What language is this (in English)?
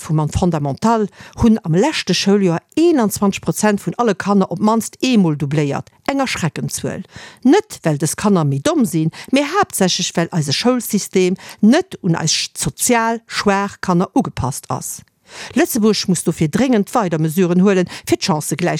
Luxembourgish